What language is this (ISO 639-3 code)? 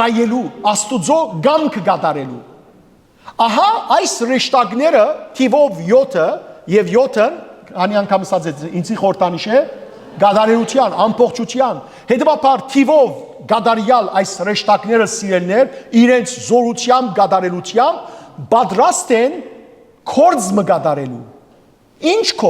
hyw